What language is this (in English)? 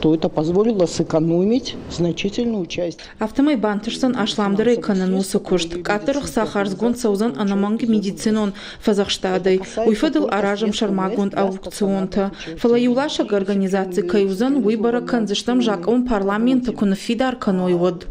Ossetic